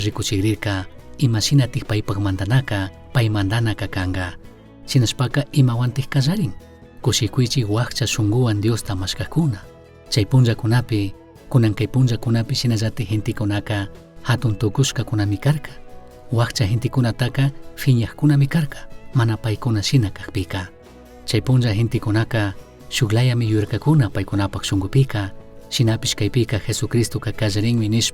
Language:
Chimborazo Highland Quichua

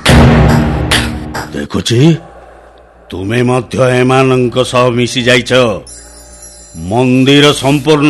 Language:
Odia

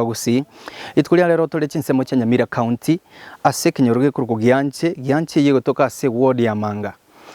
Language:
Gusii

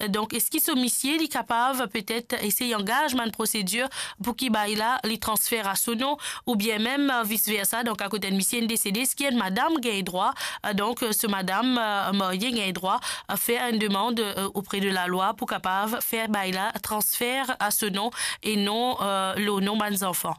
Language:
Morisyen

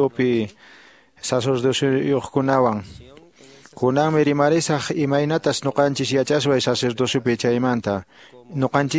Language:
Quechua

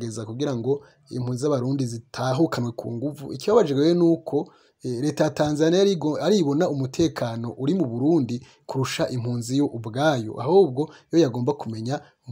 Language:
Rundi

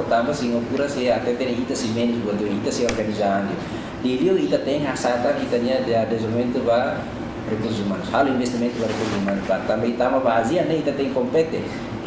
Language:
Tetum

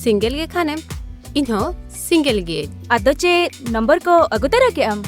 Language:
Santali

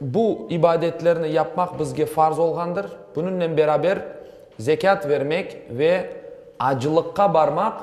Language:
Crimean Tatar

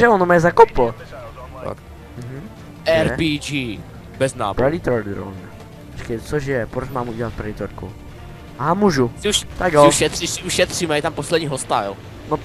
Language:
Czech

